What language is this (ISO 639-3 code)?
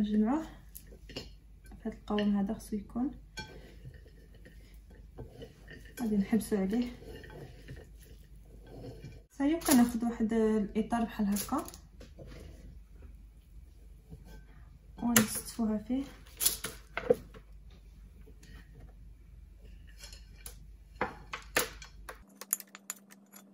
ary